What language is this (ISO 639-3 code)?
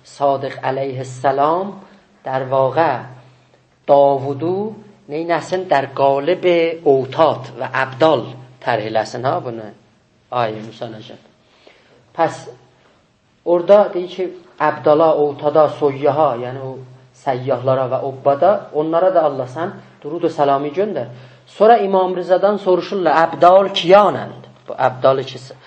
azb